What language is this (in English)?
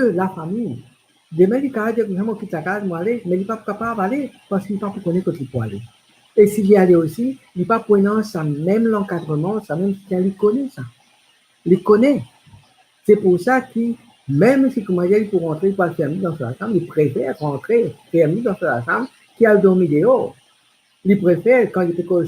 Morisyen